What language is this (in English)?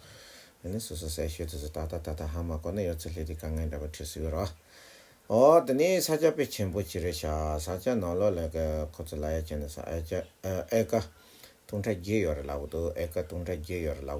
Tibetan